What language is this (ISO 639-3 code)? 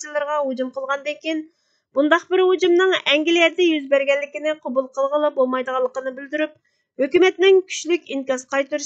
uig